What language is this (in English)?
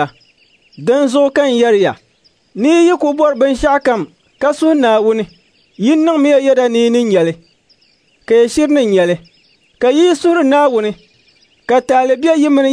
Dagbani